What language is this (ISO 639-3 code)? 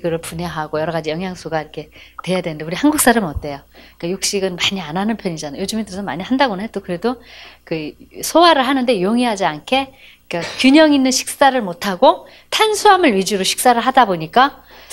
kor